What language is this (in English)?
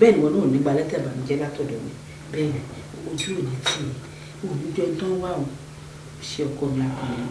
Yoruba